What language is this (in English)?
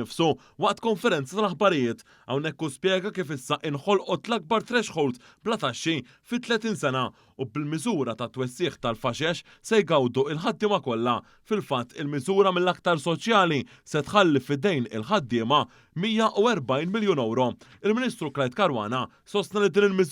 Maltese